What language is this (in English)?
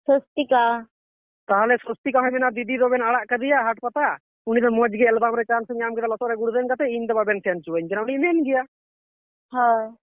Santali